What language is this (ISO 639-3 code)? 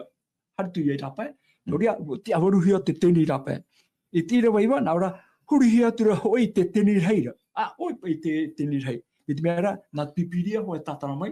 tah